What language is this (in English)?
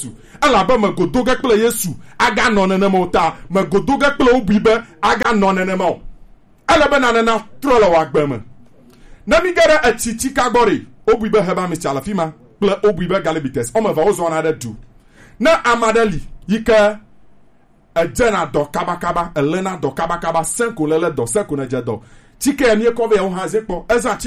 Gen